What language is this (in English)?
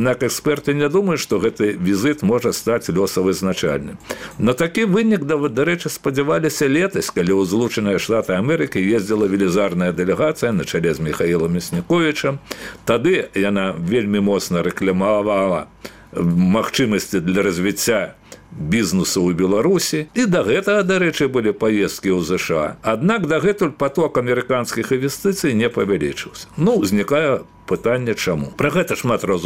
Belarusian